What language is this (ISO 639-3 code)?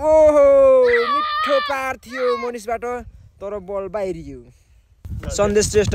nep